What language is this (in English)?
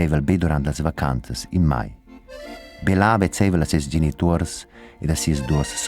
Romansh